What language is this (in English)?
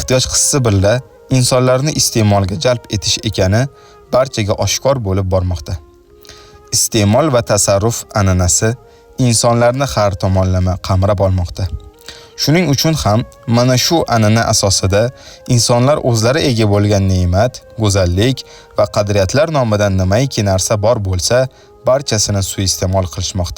Uzbek